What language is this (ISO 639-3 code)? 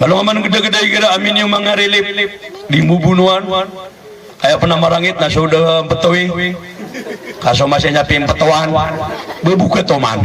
mrw